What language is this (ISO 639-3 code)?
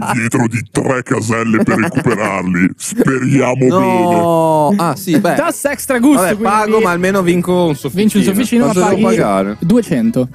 ita